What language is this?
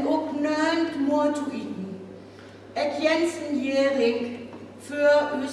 Northern Frisian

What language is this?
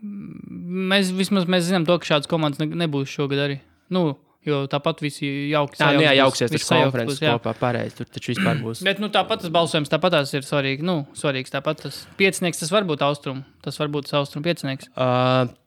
Latvian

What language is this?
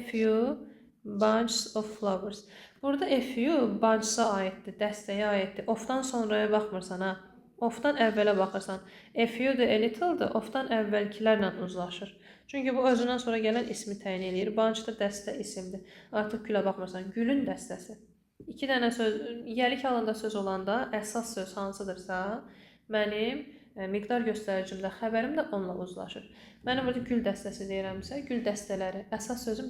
Azerbaijani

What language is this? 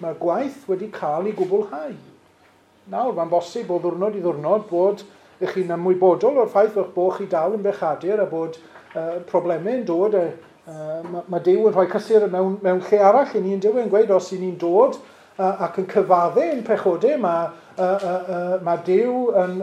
Welsh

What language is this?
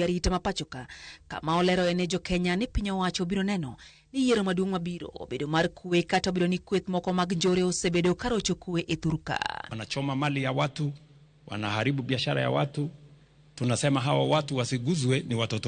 Luo (Kenya and Tanzania)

